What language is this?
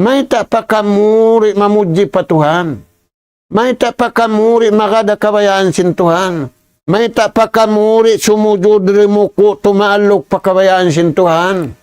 Tausug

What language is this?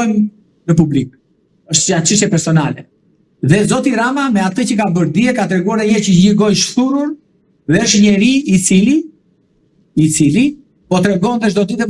Albanian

